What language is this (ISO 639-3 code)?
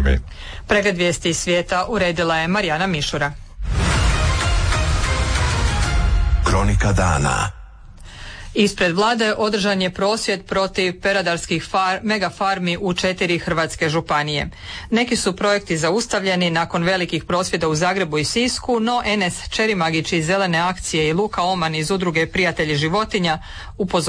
hrv